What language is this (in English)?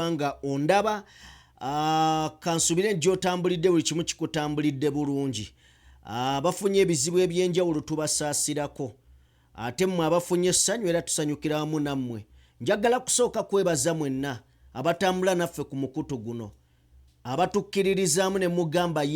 Ganda